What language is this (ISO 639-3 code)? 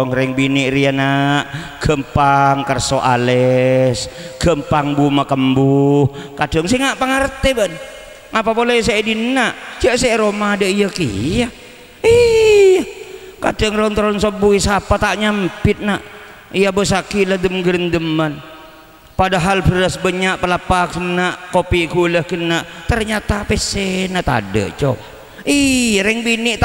mad